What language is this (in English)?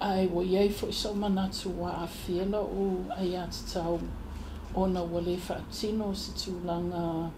Samoan